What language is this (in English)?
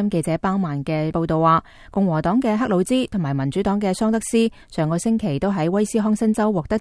Cantonese